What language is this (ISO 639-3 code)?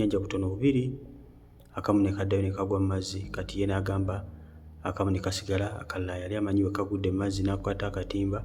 lug